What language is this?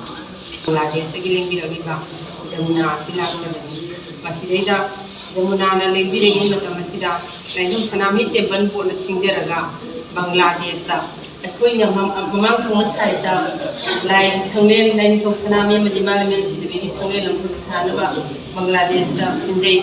Manipuri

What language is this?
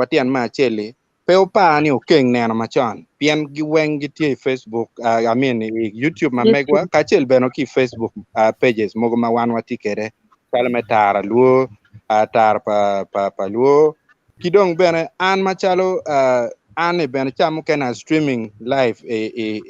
Acoli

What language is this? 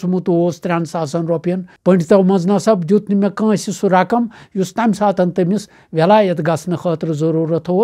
Kashmiri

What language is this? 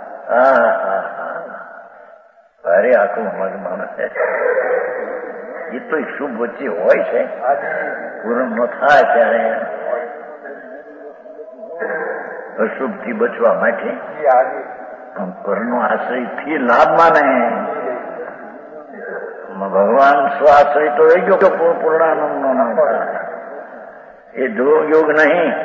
Gujarati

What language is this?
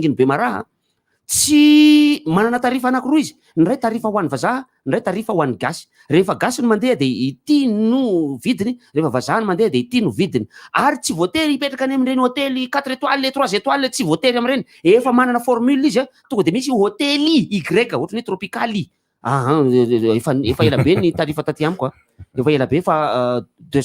Malagasy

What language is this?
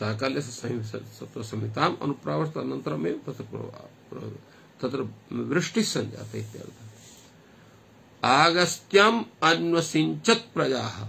Sanskrit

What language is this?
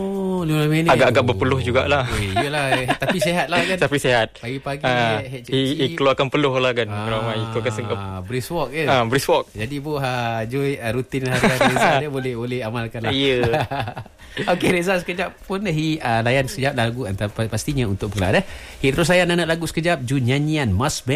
Malay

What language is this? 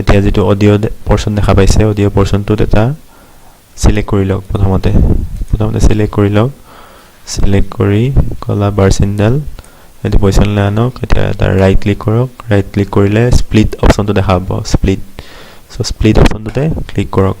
Assamese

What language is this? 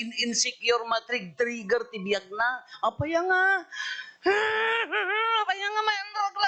Iloko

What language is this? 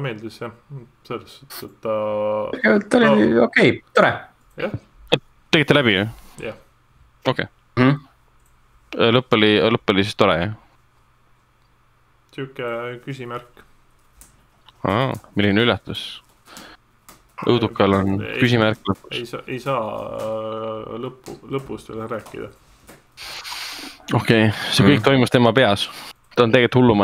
Estonian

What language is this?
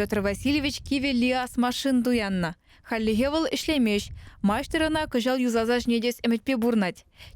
Chuvash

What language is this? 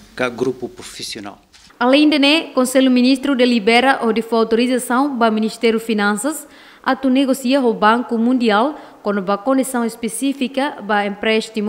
Tetum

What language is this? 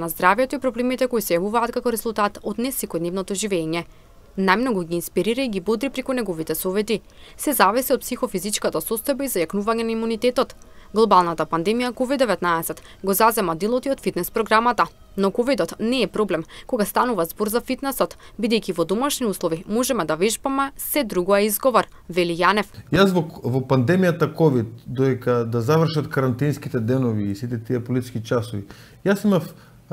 Macedonian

